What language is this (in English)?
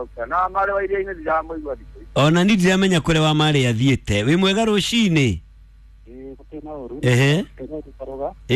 Kikuyu